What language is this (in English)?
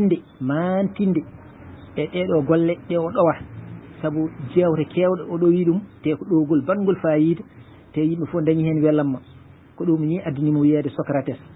Fula